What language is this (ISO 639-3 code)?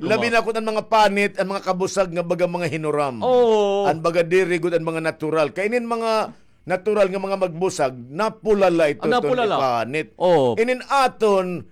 war